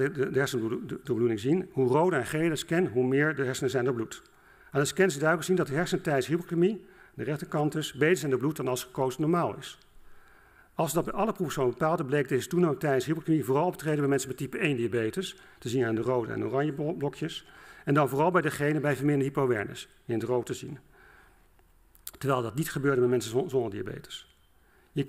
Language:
Dutch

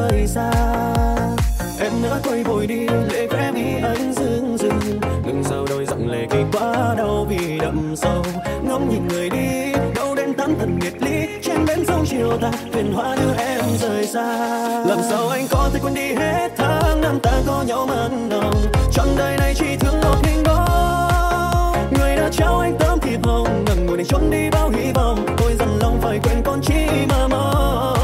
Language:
Vietnamese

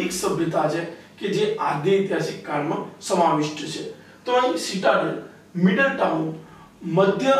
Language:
Gujarati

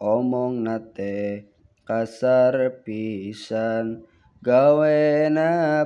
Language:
Sundanese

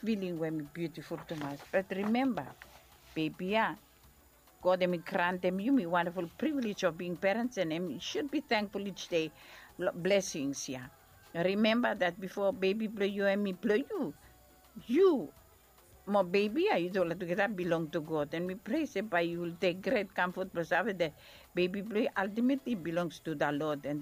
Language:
Bislama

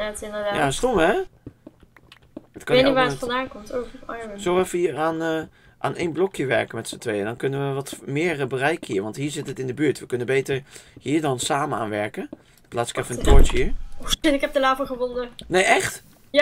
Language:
Dutch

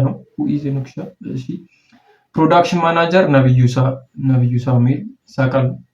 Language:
Amharic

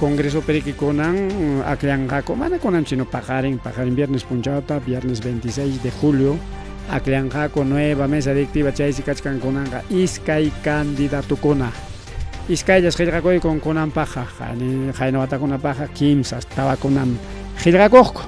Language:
Ayacucho Quechua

